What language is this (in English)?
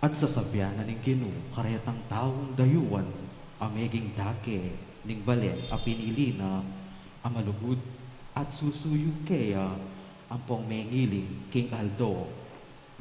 Pampanga